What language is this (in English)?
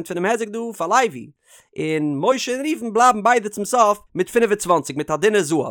Yiddish